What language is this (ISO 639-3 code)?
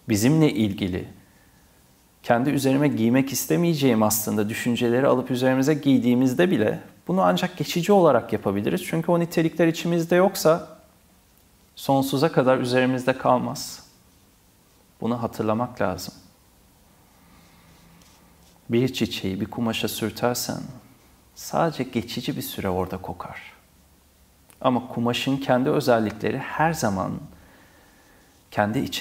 tur